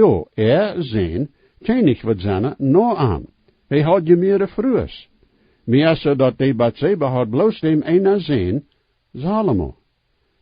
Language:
Plautdietsch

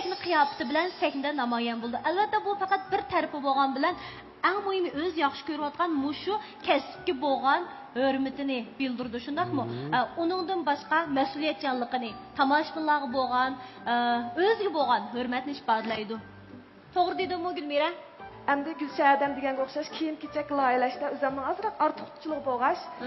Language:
Uyghur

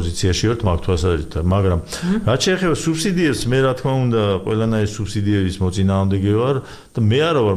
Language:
Georgian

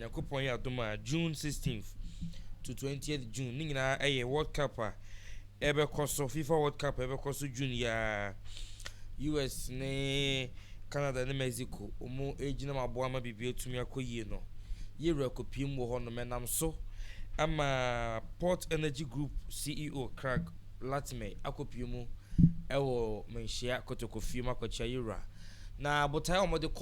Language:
Akan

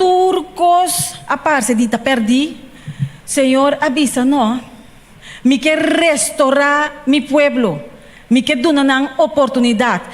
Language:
Papiamento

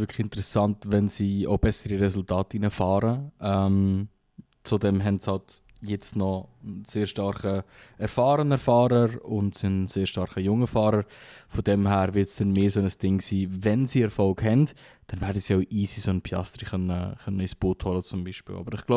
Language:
Swiss German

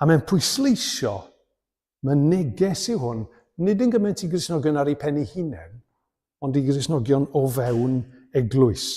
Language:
Welsh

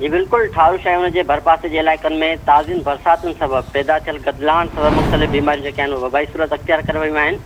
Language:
Sindhi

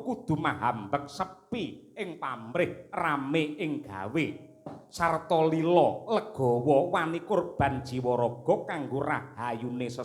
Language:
Javanese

